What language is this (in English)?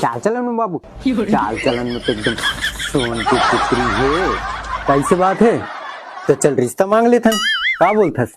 Chhattisgarhi